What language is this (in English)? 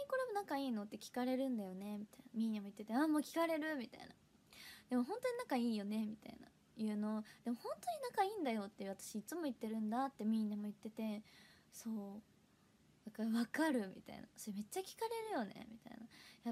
Japanese